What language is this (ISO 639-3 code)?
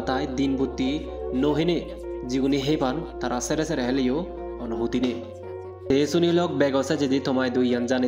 ccp